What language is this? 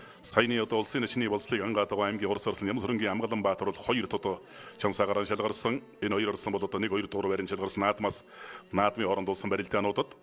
Mongolian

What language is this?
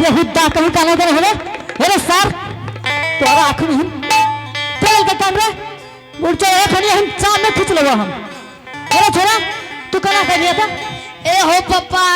Angika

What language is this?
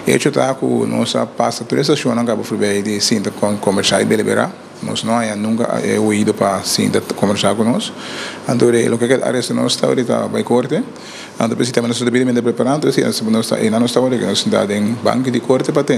Papiamento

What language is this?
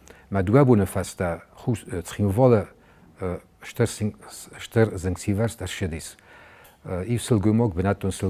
Ossetic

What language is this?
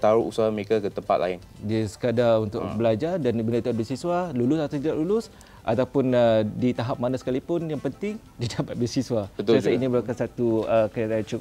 Malay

